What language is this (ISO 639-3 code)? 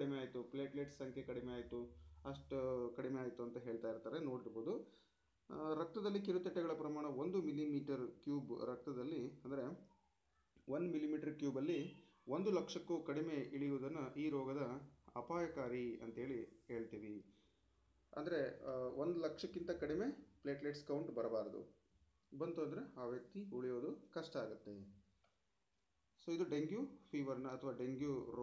kan